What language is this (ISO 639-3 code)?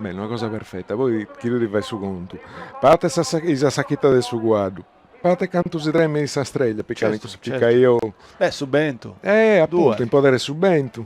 srd